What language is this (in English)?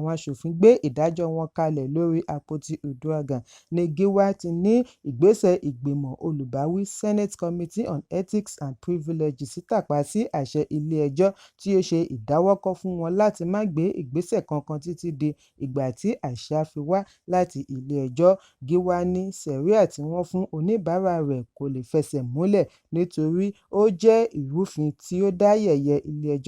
Yoruba